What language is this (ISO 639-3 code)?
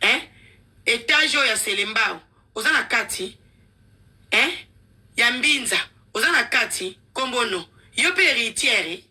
lin